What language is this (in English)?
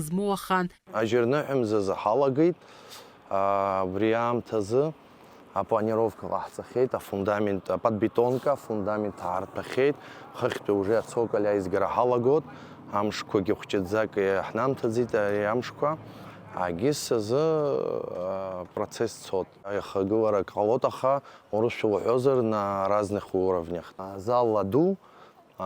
Abkhazian